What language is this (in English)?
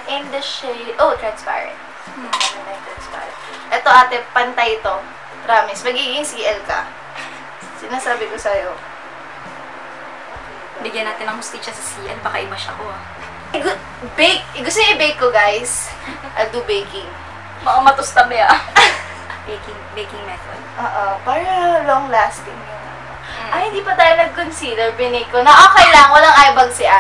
Filipino